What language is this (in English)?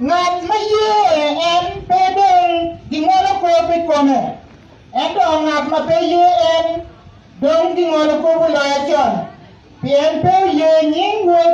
Acoli